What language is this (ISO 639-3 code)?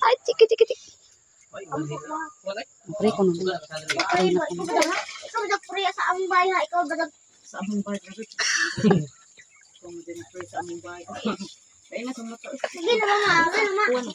ceb